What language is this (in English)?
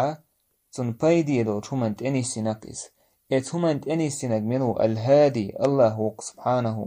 Chechen